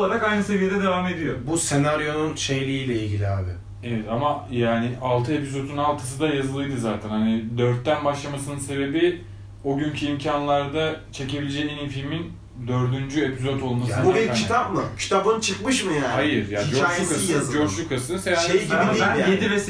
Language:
Turkish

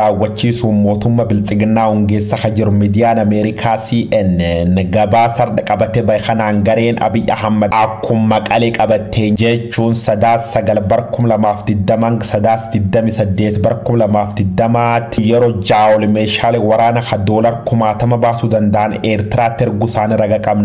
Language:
Oromo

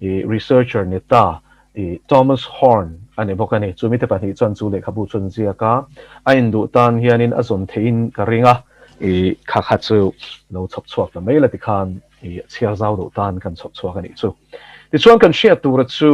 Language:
Mizo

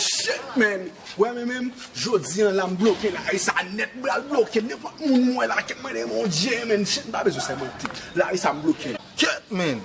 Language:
Haitian Creole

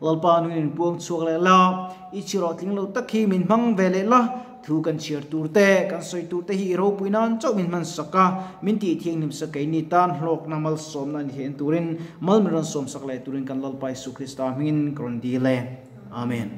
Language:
Mizo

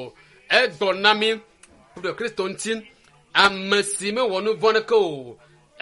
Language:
Ewe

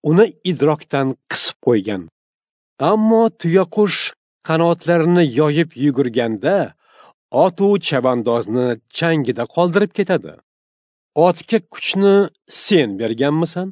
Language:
Uzbek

